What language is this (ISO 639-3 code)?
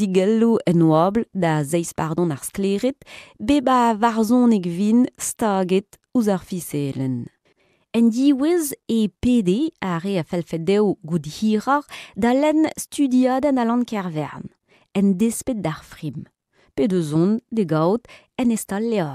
bre